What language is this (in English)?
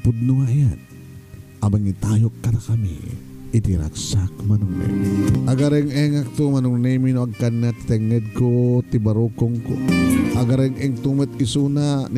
Iloko